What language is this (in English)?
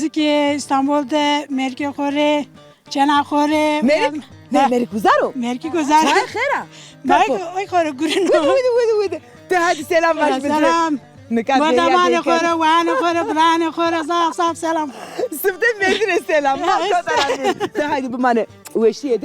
Zaza